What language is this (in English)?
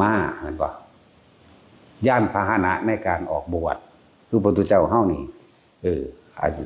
Lao